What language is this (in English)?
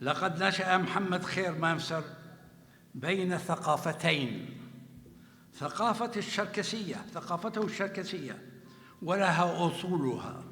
North Levantine Arabic